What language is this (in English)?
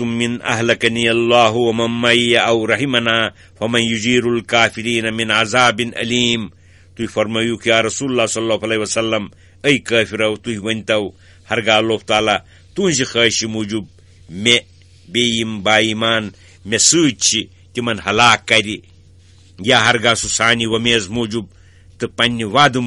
Kashmiri